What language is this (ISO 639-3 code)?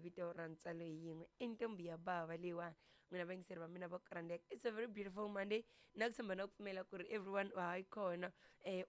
tso